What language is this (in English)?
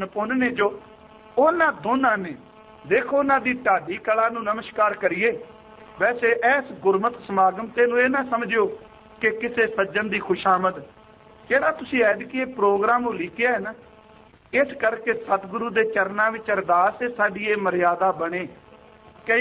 Punjabi